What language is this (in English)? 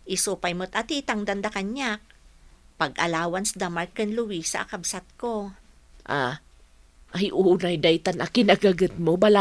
Iloko